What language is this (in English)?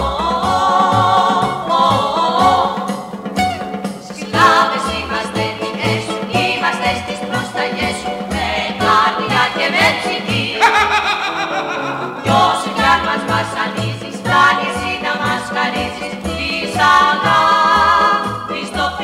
Greek